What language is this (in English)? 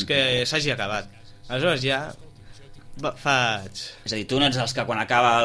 Catalan